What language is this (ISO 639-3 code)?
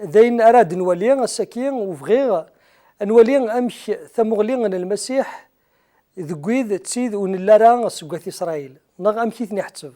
kab